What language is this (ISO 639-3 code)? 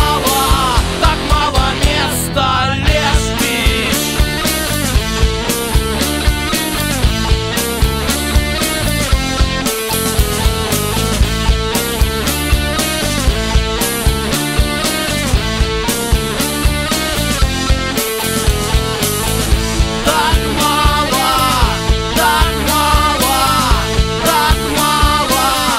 rus